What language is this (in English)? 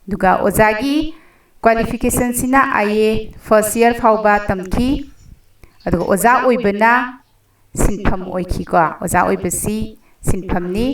Manipuri